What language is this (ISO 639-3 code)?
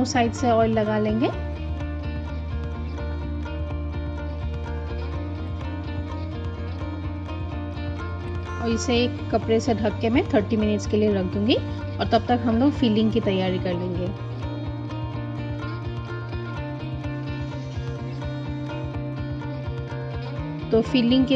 hin